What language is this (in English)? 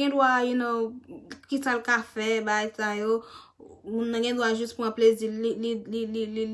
Haitian Creole